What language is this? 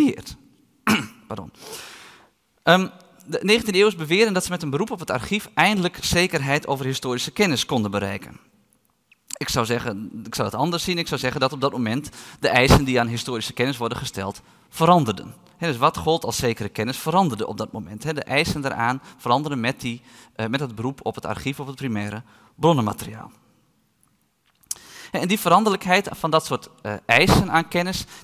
Dutch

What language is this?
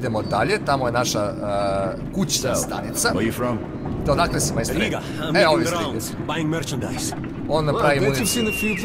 Serbian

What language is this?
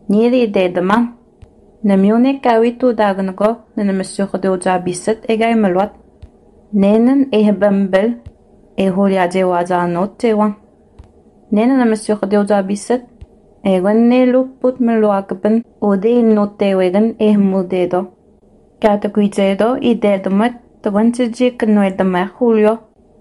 Innu-aimun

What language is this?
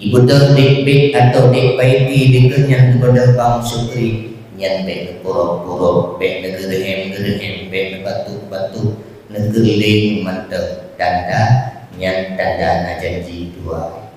Achinese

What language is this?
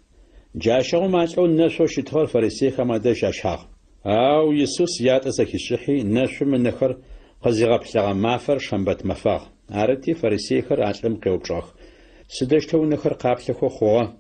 Adyghe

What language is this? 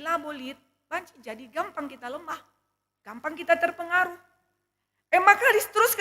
Batak Karo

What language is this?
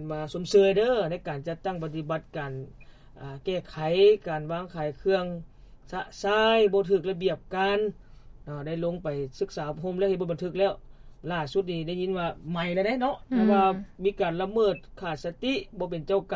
Lao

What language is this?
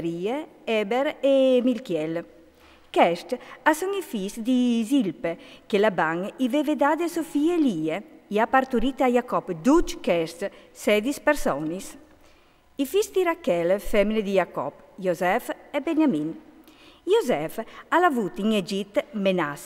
Friulian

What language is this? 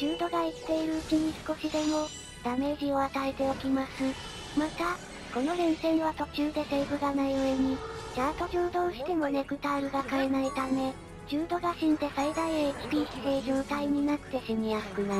Japanese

